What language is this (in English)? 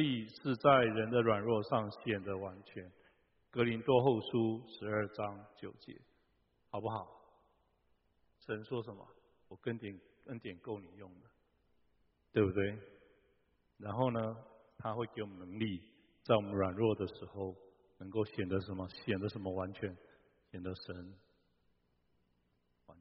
Chinese